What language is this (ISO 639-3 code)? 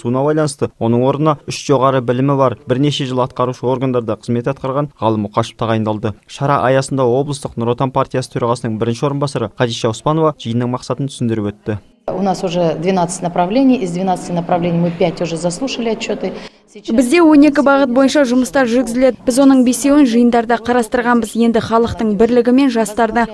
kaz